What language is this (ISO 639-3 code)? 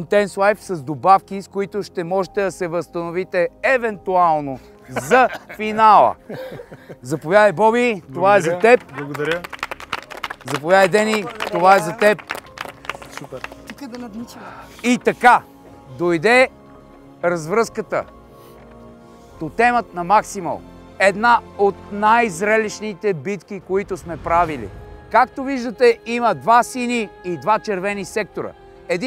bul